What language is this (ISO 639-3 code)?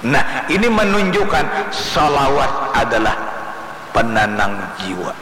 bjn